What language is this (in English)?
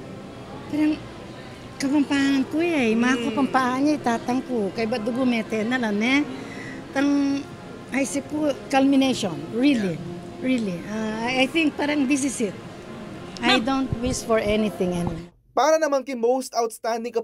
Pampanga